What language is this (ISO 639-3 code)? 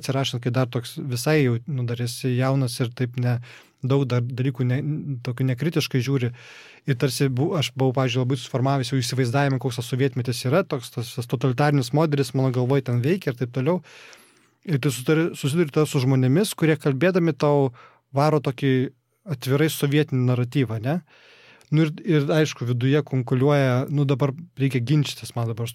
lit